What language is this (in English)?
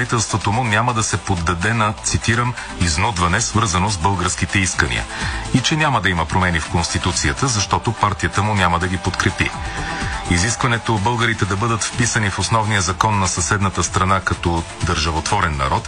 Bulgarian